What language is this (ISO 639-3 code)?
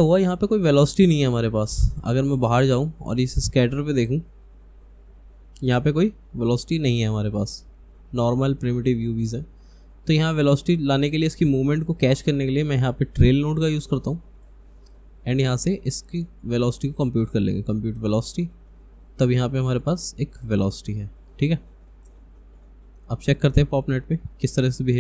hin